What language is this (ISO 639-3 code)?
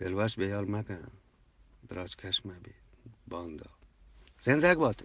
bgp